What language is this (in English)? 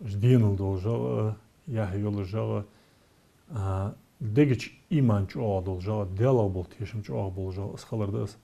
Ingush